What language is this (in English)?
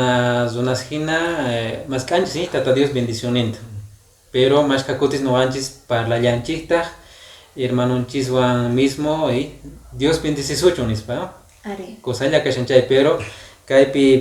Quechua